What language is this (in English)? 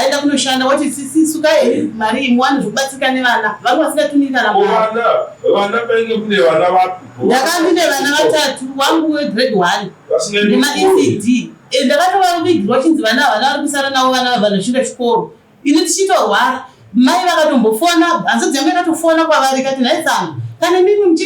Shona